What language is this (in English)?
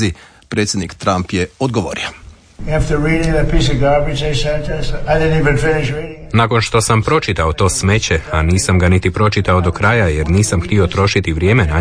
Croatian